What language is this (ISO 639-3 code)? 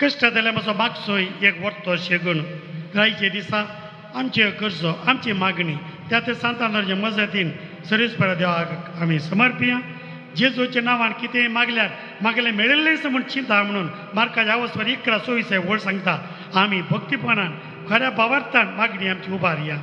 kok